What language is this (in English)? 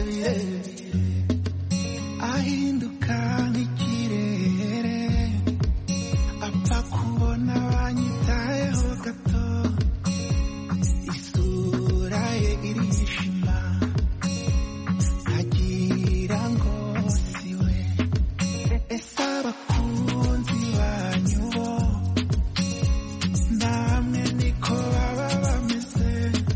Kinyarwanda